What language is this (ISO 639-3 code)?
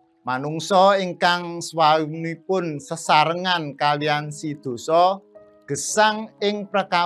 jav